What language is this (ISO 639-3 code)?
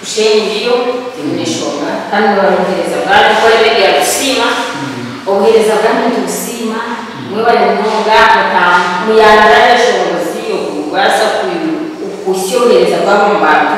nyn